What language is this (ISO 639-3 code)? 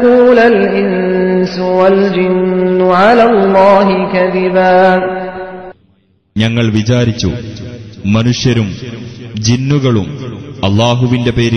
mal